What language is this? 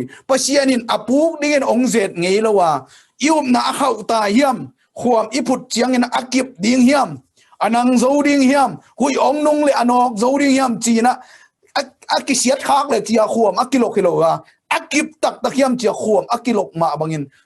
Tedim Chin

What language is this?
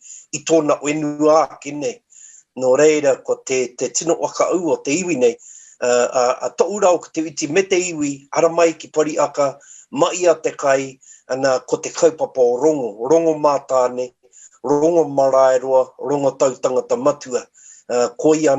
Māori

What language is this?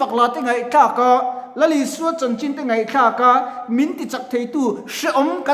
Mizo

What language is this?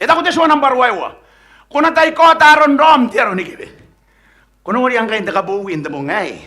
Gilbertese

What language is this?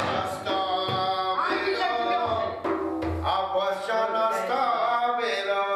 Persian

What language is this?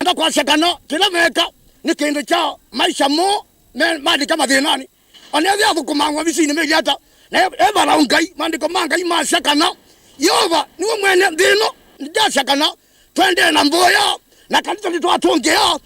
Kamba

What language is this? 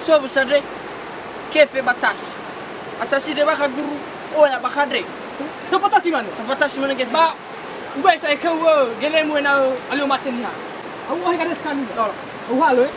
Nias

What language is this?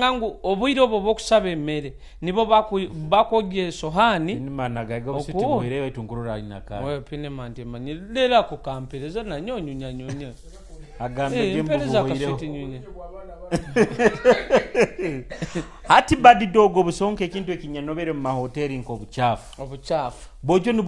Nyoro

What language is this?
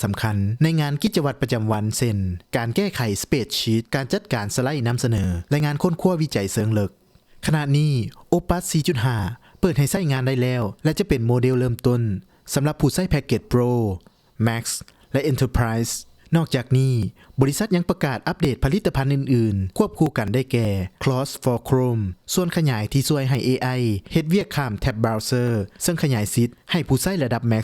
Lao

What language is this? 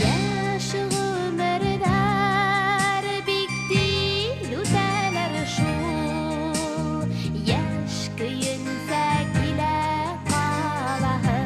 Bashkir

